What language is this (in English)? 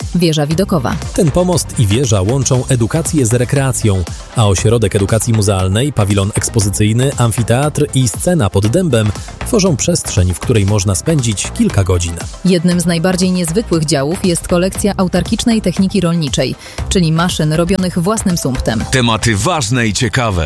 Polish